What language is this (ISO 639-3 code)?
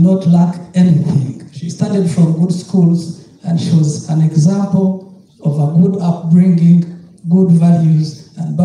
nyn